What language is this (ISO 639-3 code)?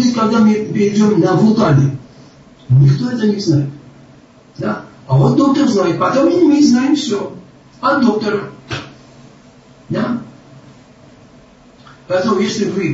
rus